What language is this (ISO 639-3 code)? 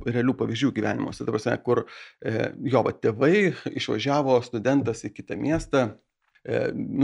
lit